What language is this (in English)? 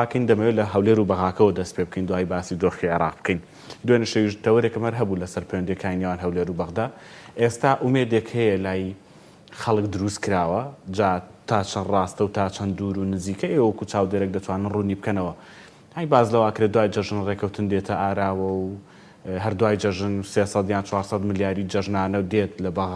Central Kurdish